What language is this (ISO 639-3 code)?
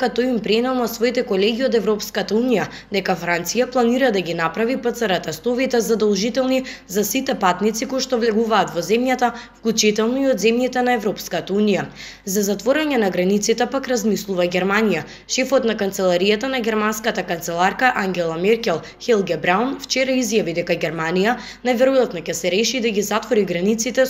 mkd